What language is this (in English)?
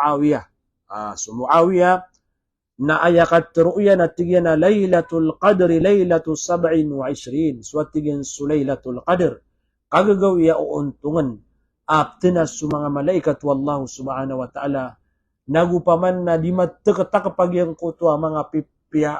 Maranao